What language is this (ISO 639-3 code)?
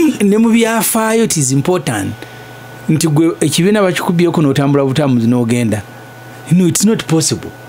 lug